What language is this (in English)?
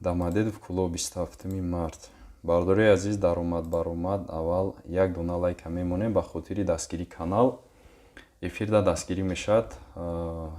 Tajik